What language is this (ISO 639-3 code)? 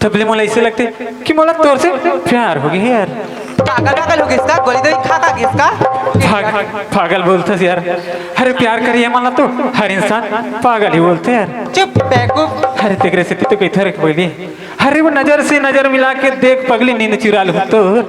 hne